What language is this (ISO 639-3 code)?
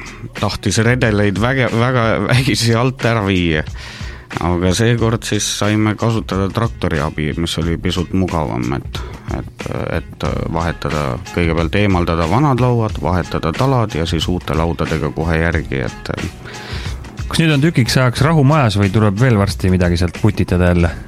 est